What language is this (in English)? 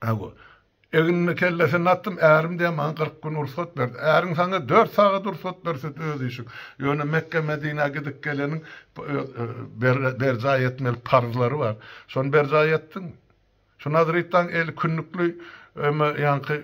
Turkmen